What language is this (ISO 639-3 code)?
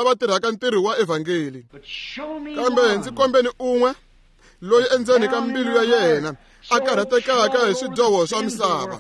tso